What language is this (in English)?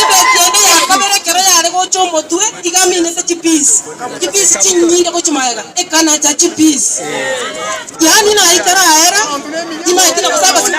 Gusii